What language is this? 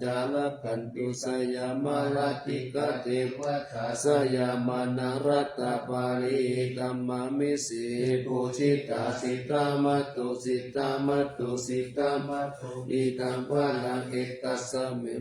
Pali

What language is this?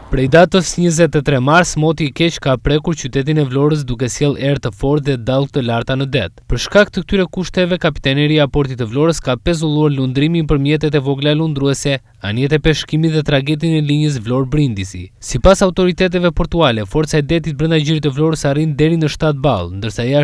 Albanian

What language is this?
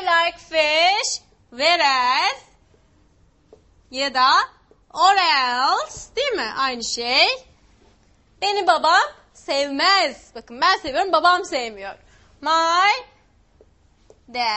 Turkish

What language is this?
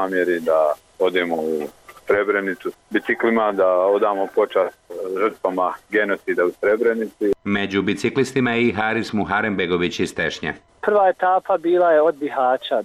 Bosnian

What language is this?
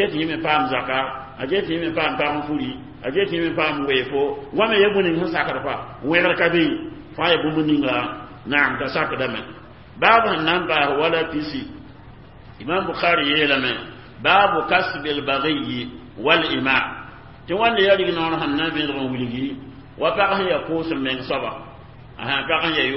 Mossi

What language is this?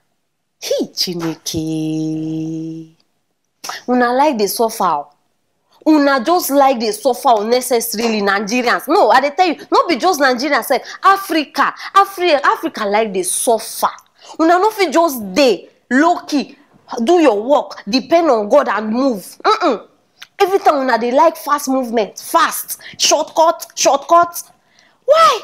Nigerian Pidgin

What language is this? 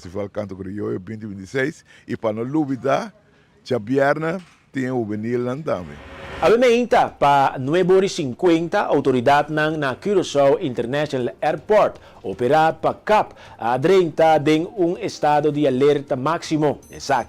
Papiamento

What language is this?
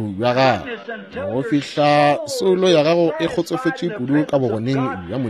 Northern Sotho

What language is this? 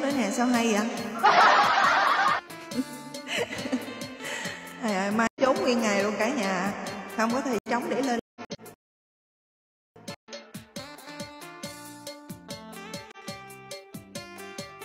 Vietnamese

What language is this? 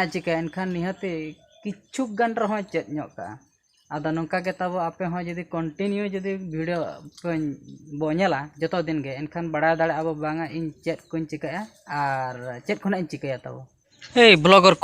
Santali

